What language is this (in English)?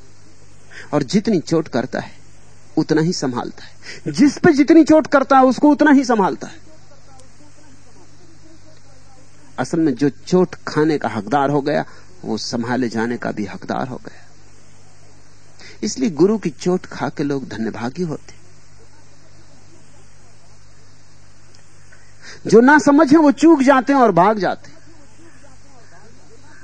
Hindi